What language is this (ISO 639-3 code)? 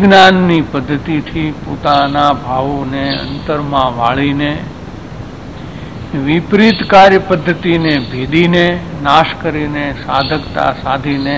guj